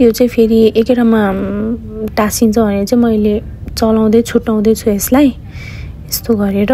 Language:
Nepali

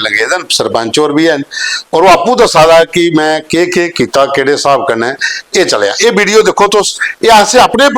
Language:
Dogri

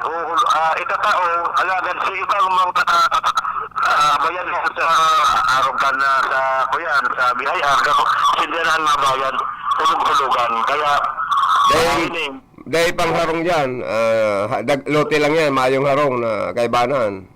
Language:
Bikol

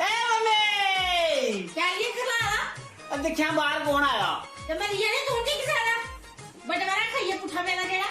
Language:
Dogri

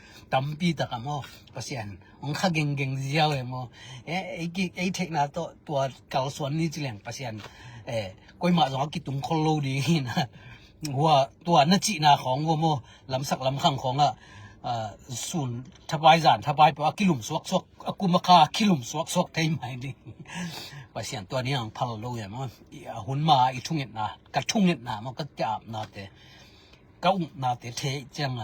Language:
Tedim Chin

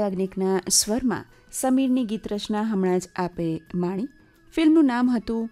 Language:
Gujarati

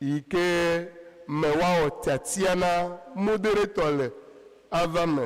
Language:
Ewe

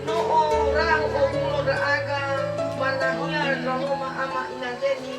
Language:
Nias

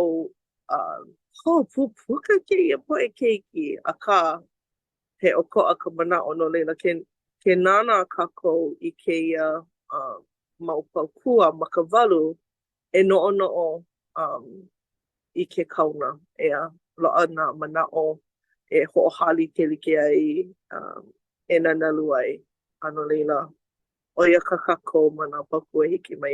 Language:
Hawaiian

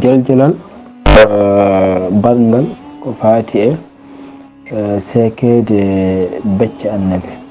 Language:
Fula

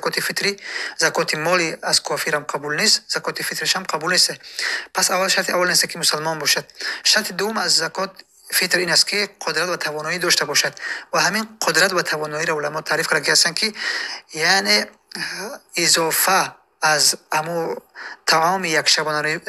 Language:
Tajik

